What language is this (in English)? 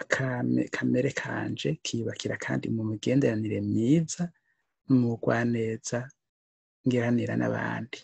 Rundi